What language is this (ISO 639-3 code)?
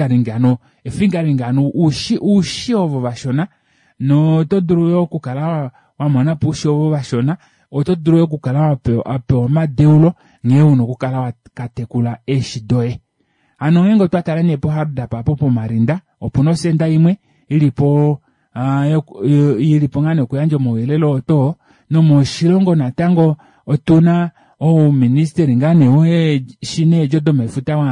kua